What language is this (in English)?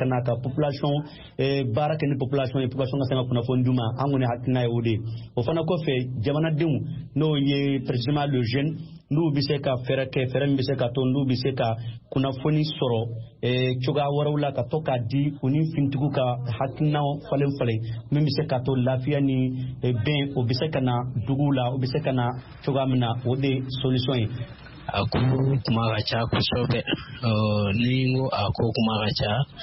Bambara